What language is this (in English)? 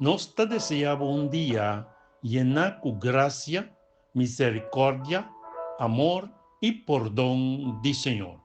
Papiamento